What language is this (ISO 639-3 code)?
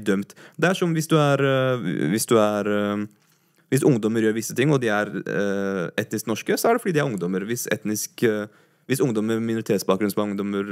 nor